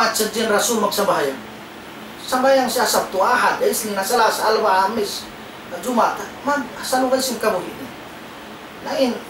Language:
Tausug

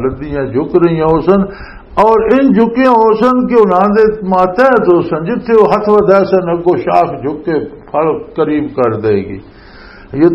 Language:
Western Panjabi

